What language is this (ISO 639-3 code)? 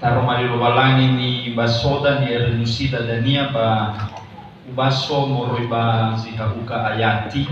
nia